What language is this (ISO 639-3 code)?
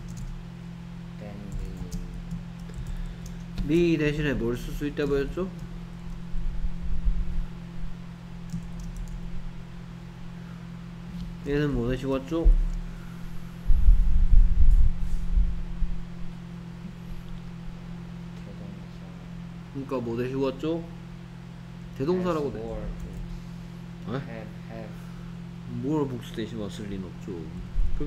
kor